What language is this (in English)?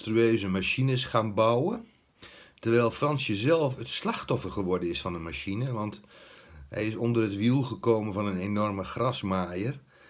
Dutch